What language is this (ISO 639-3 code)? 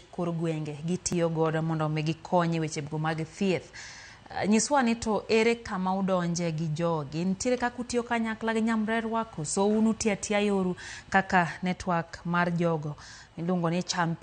luo